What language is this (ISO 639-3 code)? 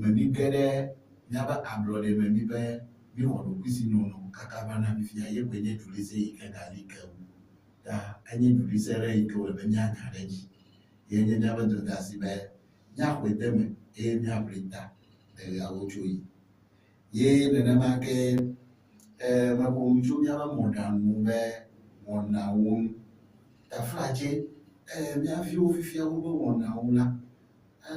ewe